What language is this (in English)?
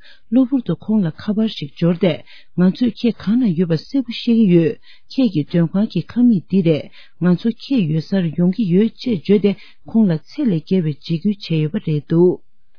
Tibetan